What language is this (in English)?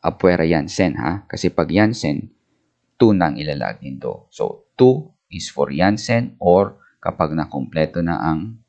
Bikol